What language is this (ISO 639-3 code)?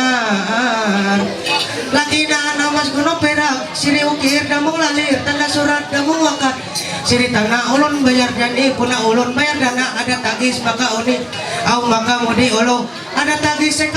mhy